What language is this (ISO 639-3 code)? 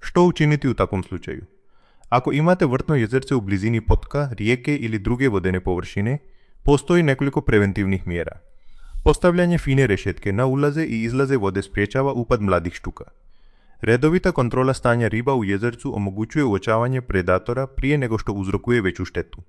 hrv